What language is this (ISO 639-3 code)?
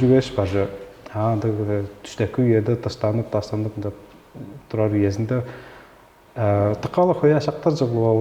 tyv